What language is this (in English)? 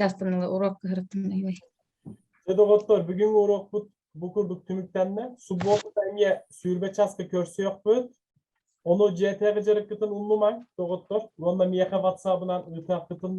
Yakut